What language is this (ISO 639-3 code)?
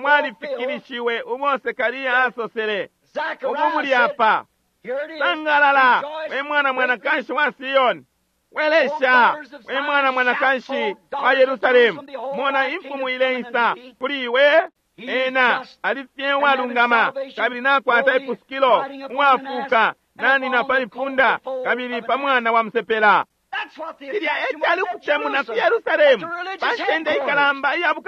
bem